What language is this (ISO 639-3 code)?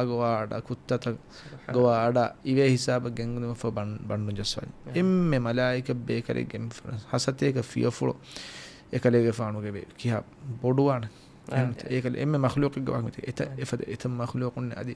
div